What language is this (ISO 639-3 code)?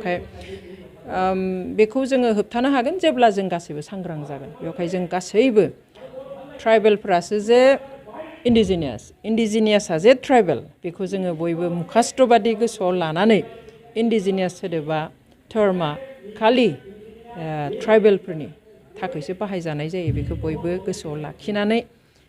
brx